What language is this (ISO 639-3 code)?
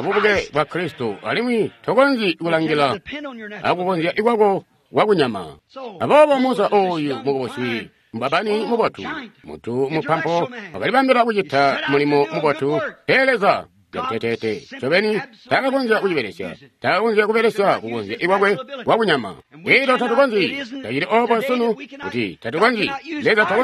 toi